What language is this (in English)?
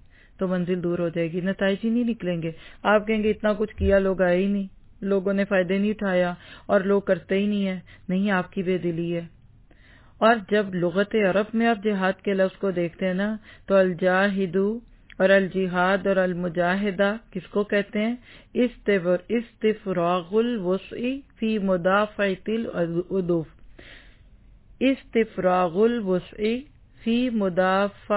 Urdu